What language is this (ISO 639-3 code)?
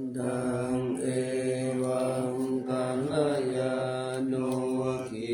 pli